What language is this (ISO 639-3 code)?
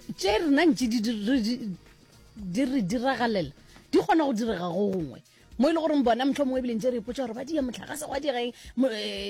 nso